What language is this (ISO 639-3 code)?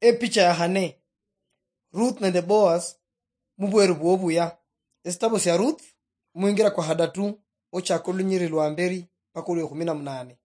luy